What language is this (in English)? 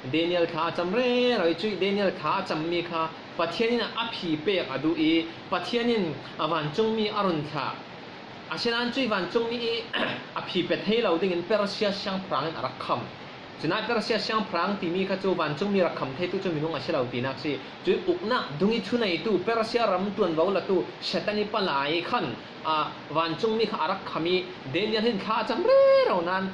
Falam Chin